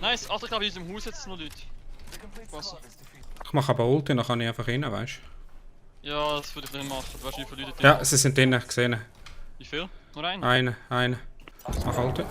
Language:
Swiss German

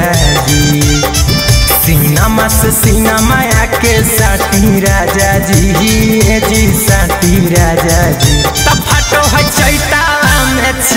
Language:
Bhojpuri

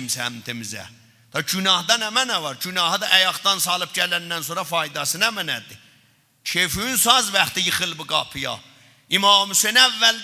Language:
South Azerbaijani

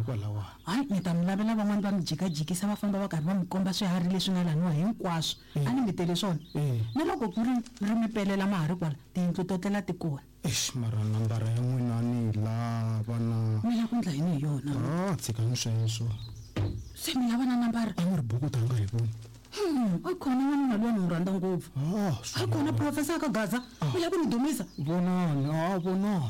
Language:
Tsonga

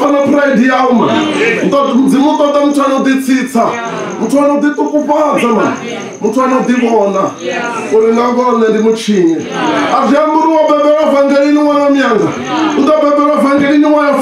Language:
Venda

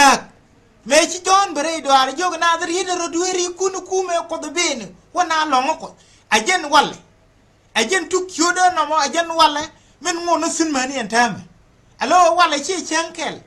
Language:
Nuer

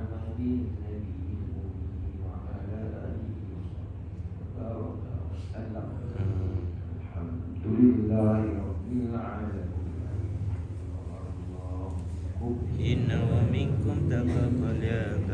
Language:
Malay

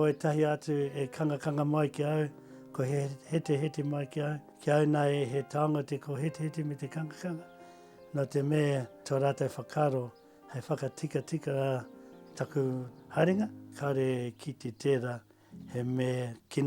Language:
Māori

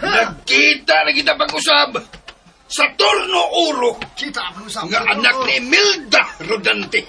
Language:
Cebuano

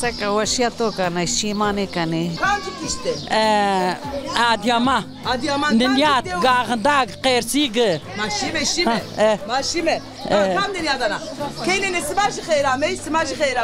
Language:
Zaza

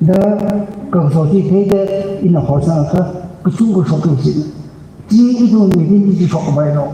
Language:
Tangkhul Naga (India)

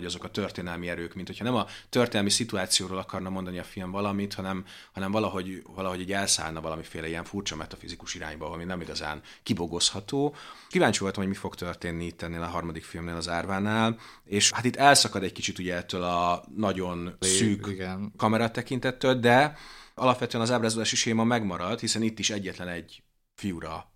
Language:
Hungarian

